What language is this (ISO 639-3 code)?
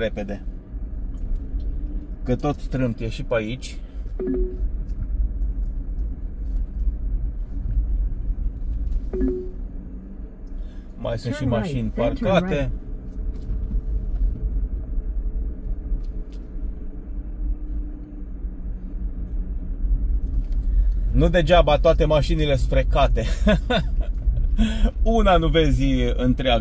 ron